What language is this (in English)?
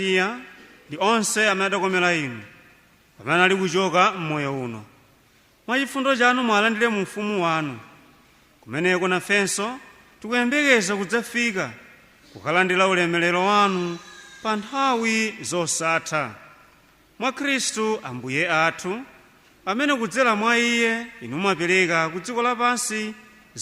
Nyanja